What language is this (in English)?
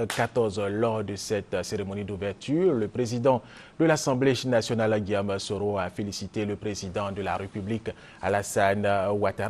French